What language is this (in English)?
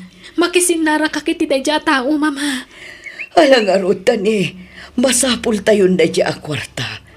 Iloko